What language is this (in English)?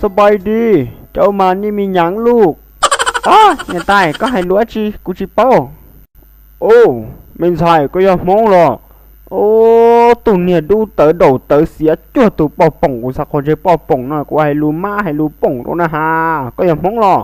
Hmong